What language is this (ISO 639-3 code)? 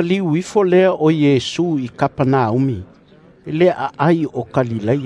smo